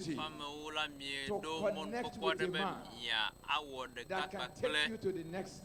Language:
Ewe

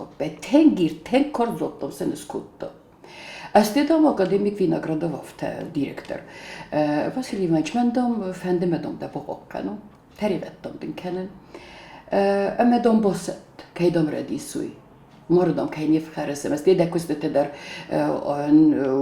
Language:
Ossetic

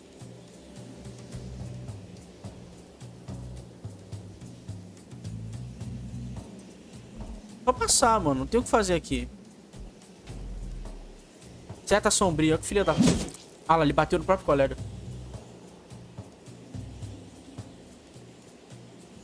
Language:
Portuguese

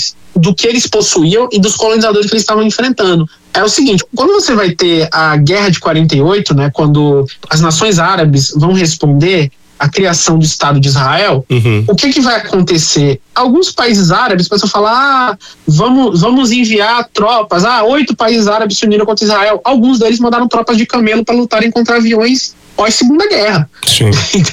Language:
Portuguese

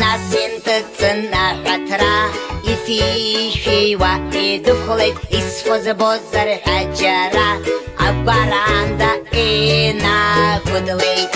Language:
Abkhazian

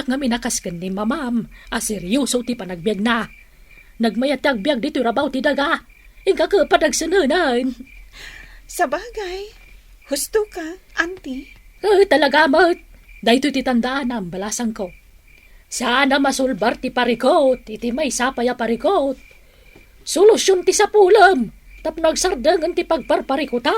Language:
Iloko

